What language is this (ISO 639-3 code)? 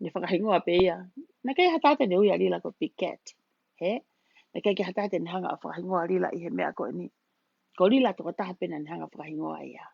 ton